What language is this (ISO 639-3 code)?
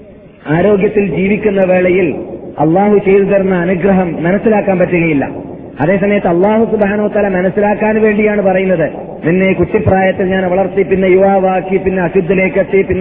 mal